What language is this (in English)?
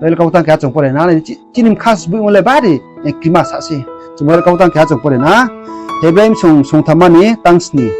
Riang (India)